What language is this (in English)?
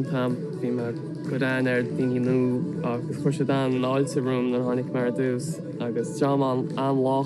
Irish